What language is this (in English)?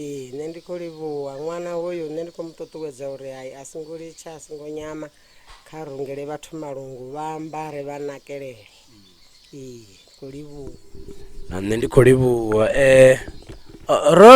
Venda